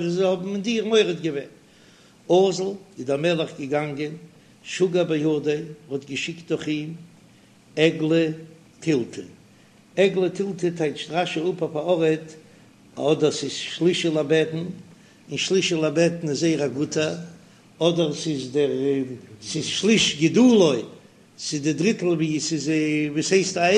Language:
Yiddish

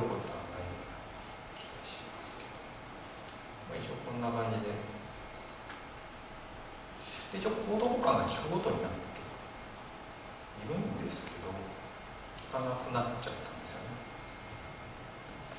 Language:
Japanese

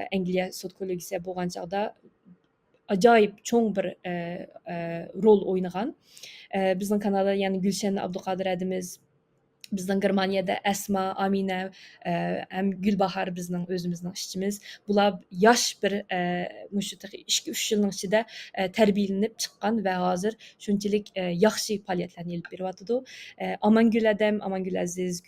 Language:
Uyghur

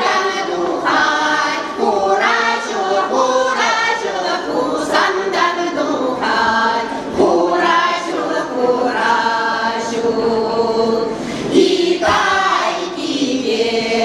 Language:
Chuvash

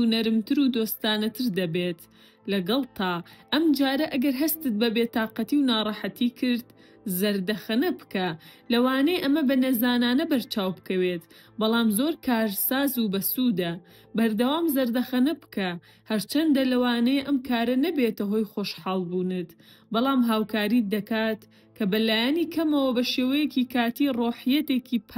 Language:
Central Kurdish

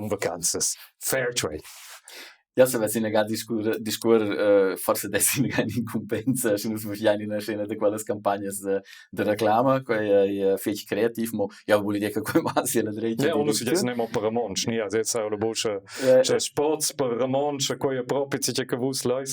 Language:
Romansh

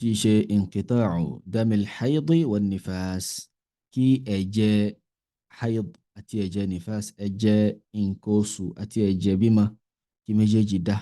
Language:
Yoruba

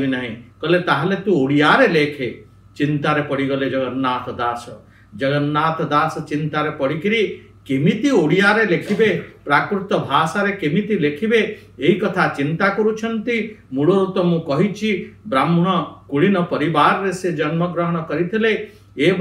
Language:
Odia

